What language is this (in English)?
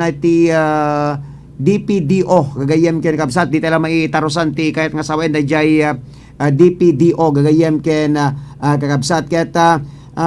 Iloko